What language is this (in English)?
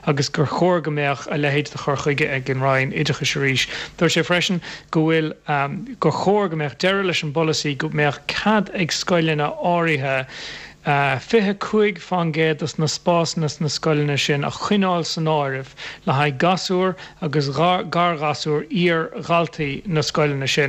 Irish